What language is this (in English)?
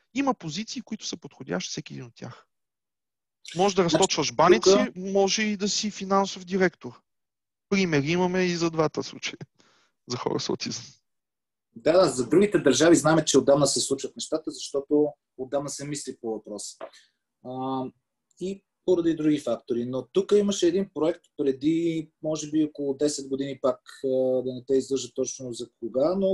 Bulgarian